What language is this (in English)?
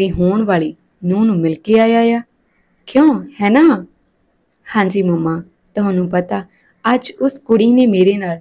Punjabi